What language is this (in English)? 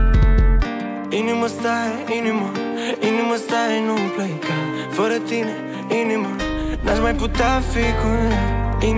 Romanian